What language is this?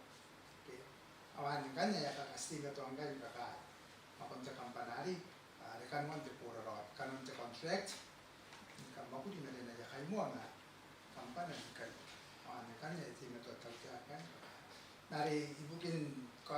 Gilbertese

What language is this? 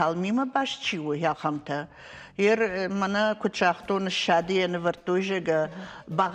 Ossetic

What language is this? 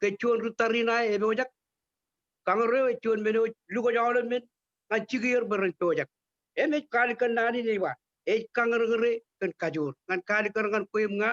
Marshallese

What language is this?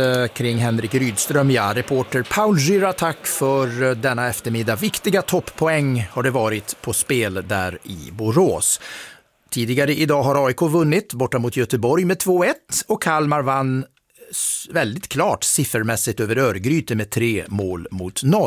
Swedish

